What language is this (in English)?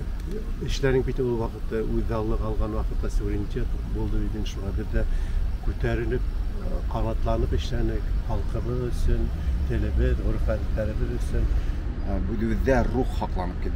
Bashkir